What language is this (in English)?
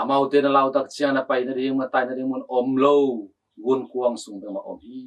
Tedim Chin